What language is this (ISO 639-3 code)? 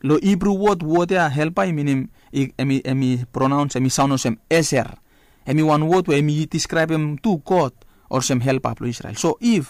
bis